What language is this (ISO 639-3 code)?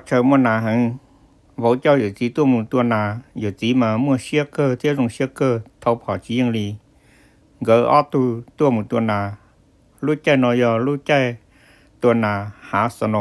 hmn